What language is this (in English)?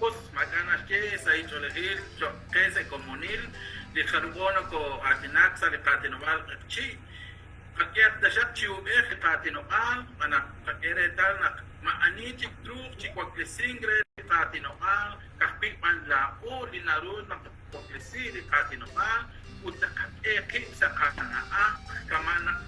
Kekchí